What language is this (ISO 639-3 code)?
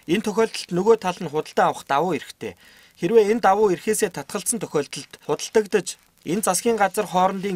mon